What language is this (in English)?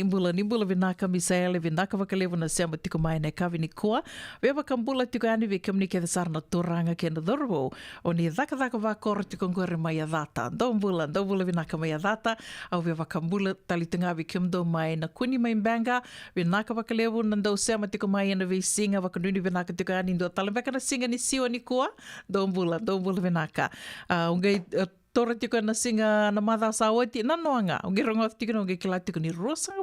Fijian